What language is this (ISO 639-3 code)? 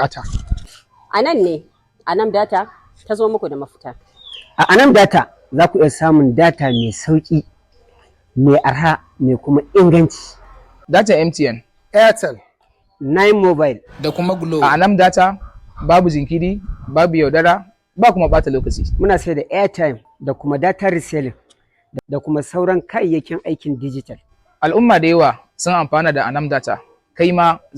hau